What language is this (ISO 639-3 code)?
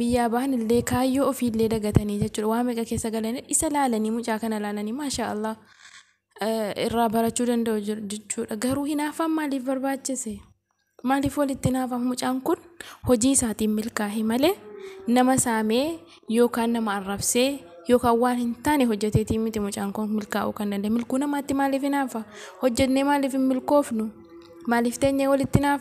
orm